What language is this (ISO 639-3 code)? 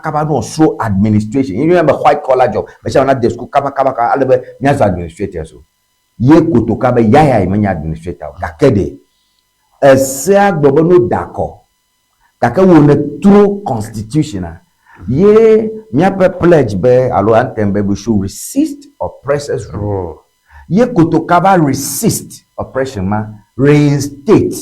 ewe